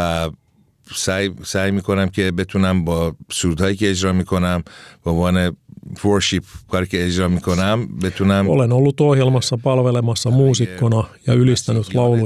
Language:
Finnish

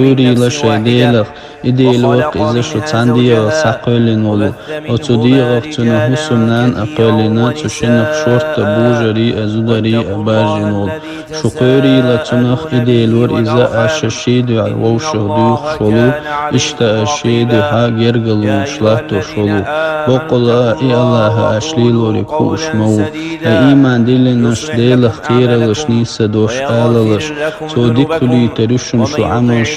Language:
Chechen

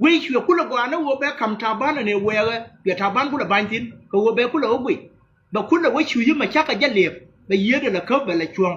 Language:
Nuer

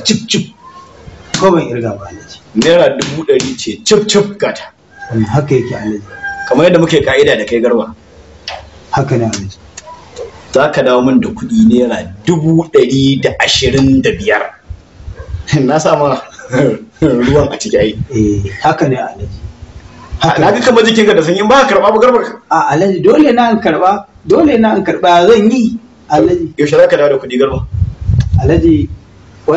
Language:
Hausa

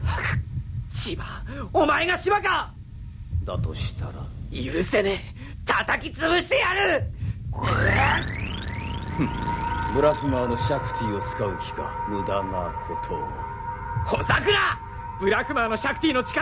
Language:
Japanese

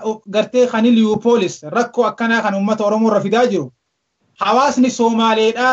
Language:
Oromo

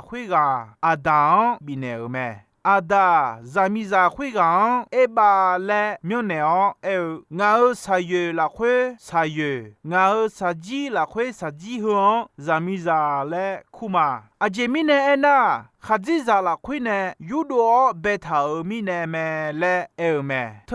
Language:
Akha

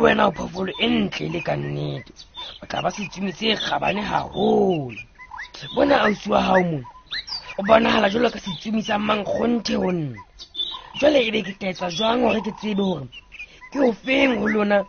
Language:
Southern Sotho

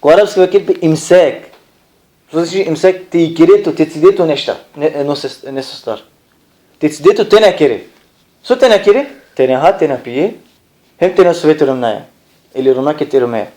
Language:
Balkan Romani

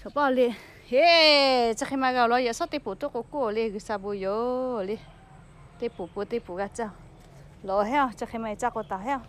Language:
Lahu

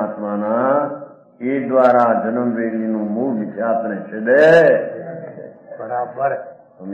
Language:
Gujarati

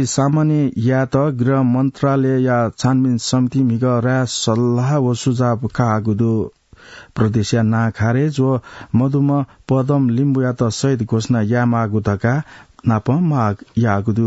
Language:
Newari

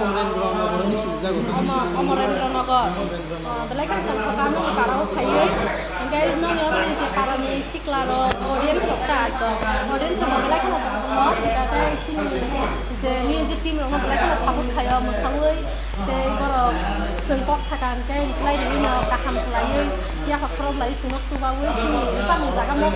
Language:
Kok Borok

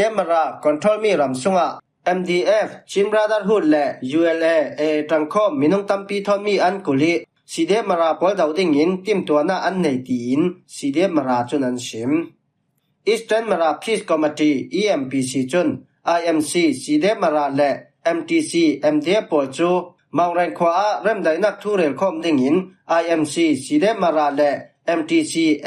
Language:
Falam Chin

